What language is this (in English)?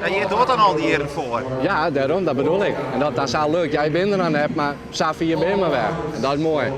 Western Frisian